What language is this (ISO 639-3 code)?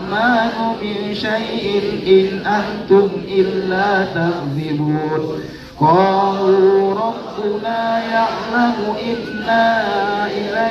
ara